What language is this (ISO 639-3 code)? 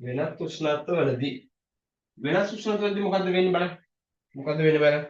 sin